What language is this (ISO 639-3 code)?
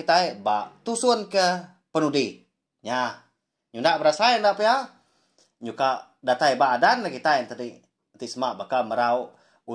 iba